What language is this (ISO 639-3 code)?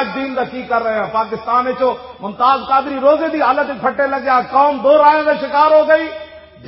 lah